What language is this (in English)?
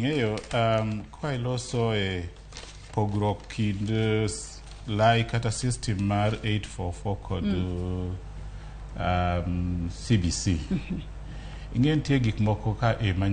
Luo (Kenya and Tanzania)